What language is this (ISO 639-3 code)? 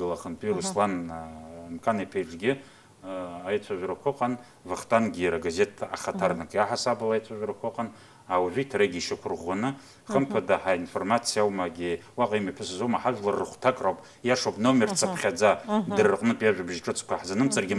abk